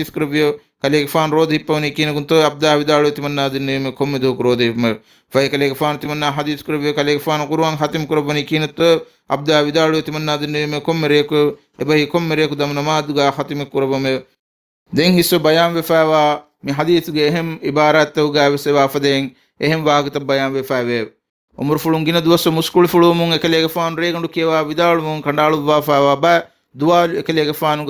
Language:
Divehi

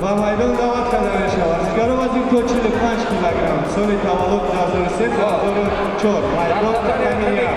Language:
Tajik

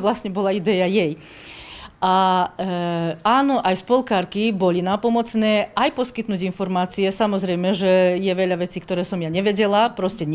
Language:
Slovak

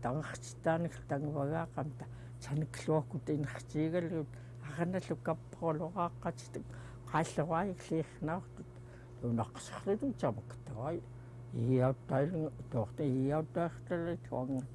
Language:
Central Yupik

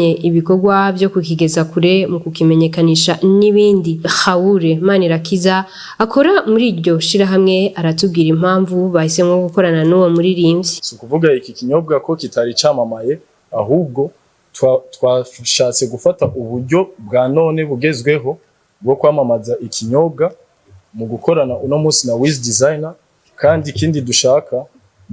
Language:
Rundi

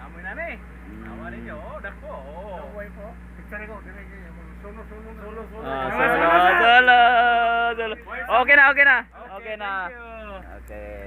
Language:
Cebuano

